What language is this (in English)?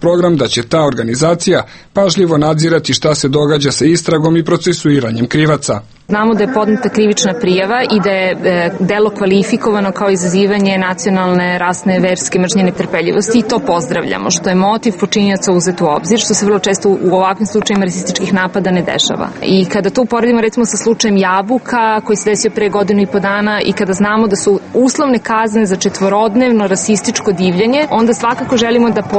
Serbian